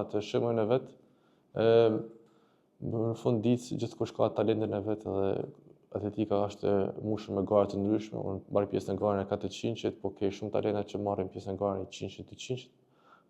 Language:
Albanian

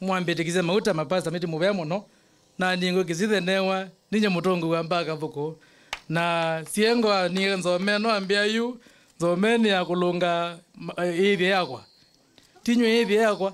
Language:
Kamba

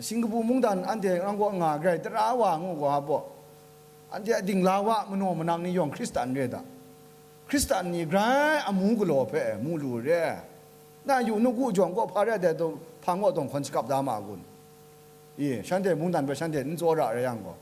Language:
Kachin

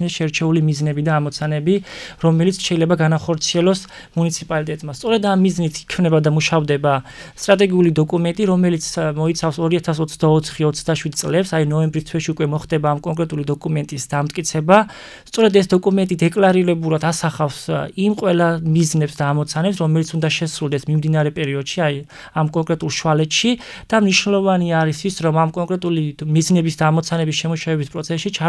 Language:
Georgian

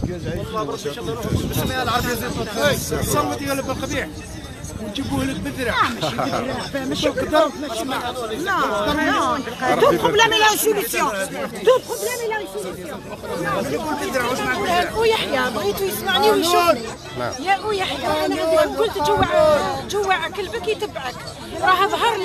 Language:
Algerian Arabic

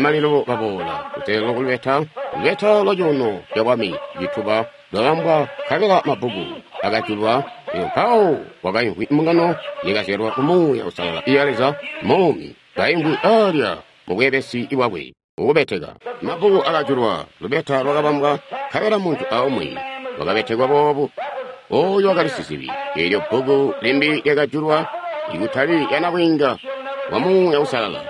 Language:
Tonga (Zambia)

